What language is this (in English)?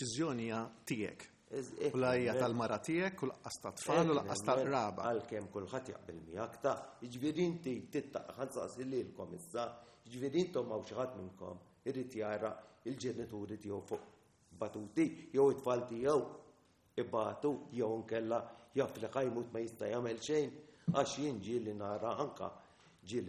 Maltese